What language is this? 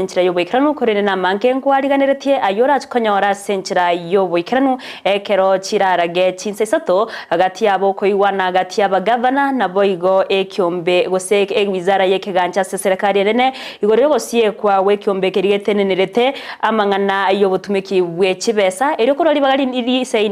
Gusii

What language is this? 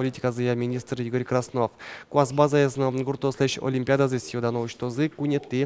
Udmurt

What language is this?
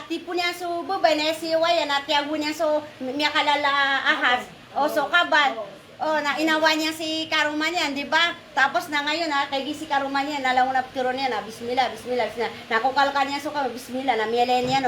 Maranao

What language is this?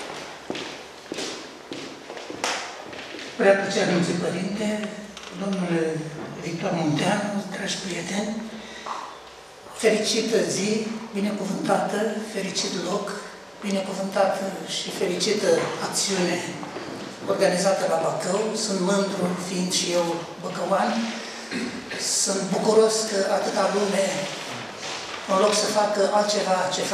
Romanian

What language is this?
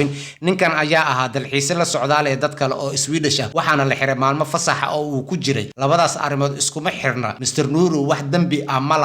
Somali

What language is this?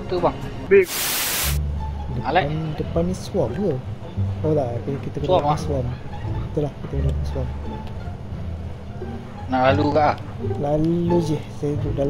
Malay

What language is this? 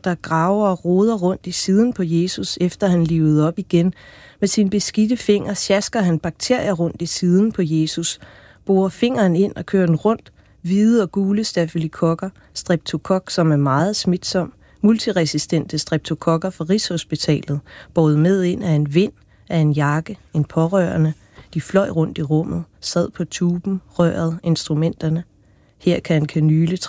Danish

